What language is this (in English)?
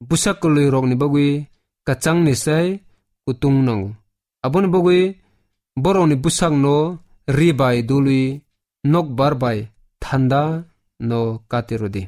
Kok Borok